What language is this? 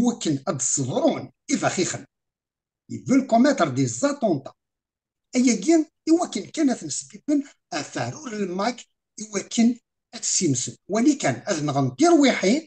Kabyle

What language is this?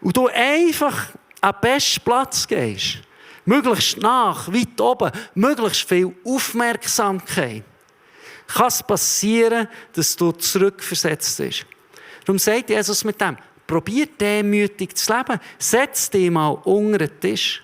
Swiss German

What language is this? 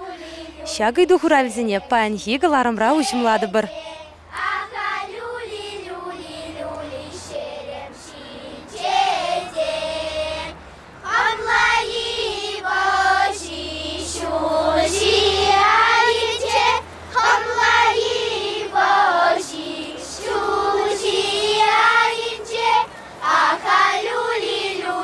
Chuvash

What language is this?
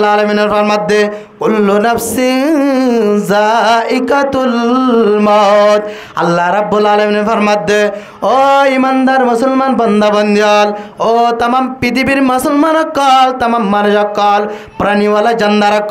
Rohingya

